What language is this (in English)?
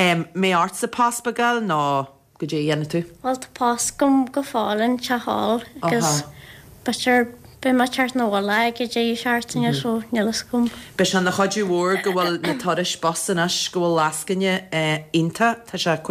Irish